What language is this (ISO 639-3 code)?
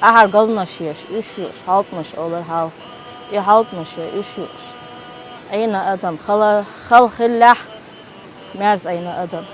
che